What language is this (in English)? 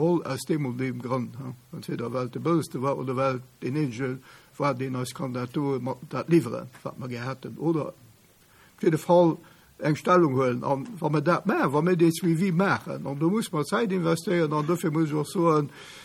Luxembourgish